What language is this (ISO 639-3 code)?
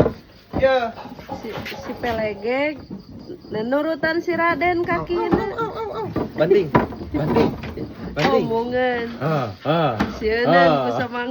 sun